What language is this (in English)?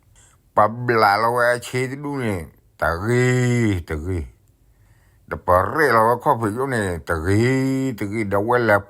S'gaw Karen